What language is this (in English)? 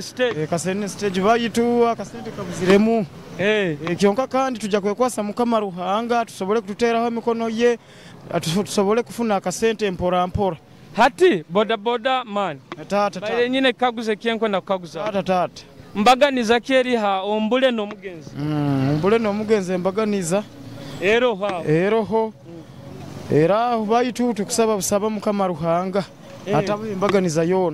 Nyoro